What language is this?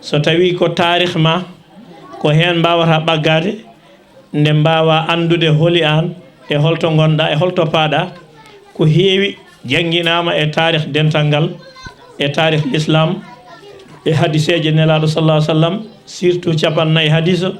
Fula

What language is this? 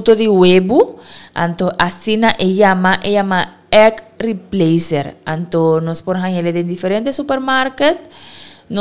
Papiamento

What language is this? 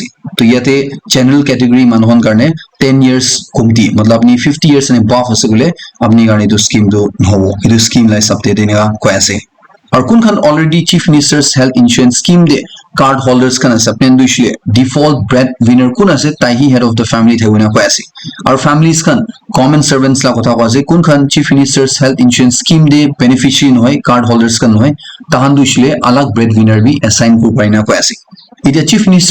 Naga Pidgin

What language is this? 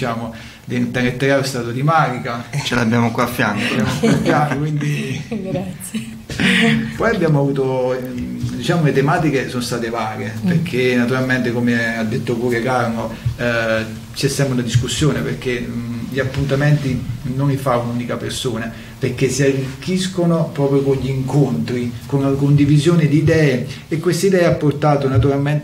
Italian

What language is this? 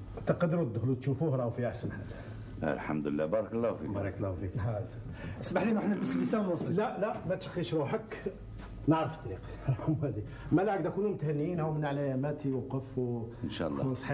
Algerian Arabic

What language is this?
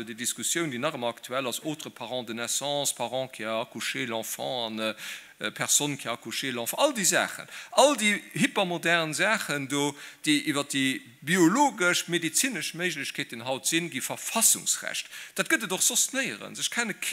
Luxembourgish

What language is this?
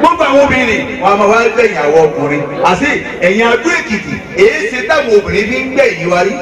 Yoruba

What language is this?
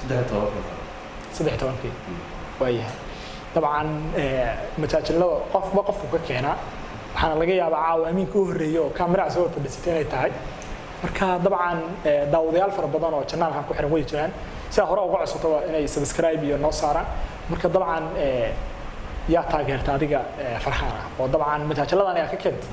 Somali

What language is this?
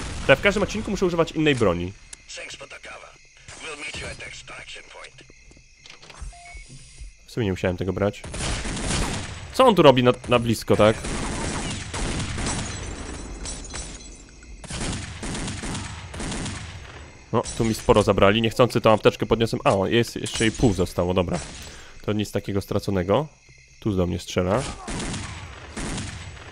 Polish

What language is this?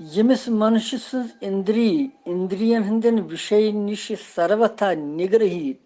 Kashmiri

